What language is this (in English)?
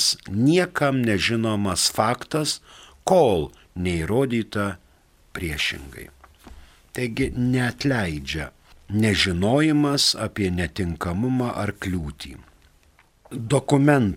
Lithuanian